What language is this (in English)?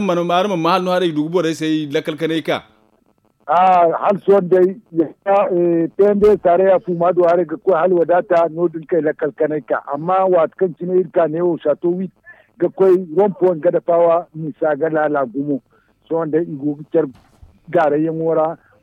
Zarma